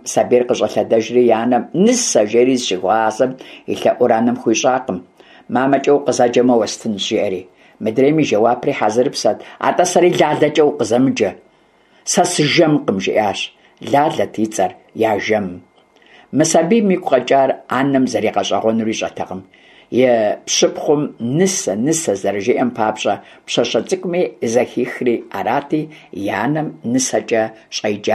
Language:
Kabardian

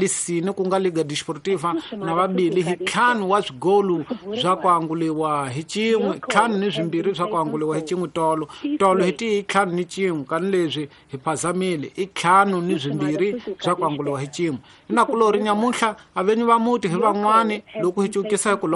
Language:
Tsonga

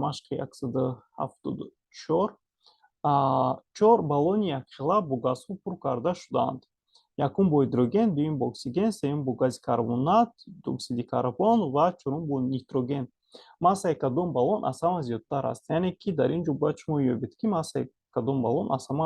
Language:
Tajik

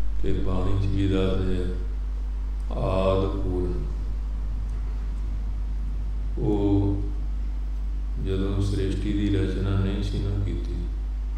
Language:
Punjabi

